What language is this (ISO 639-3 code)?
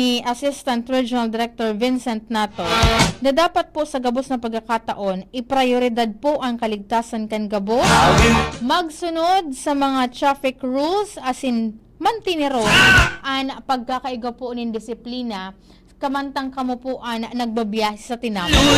bik